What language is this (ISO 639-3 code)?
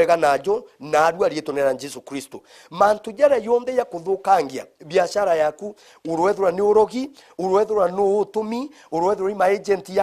mer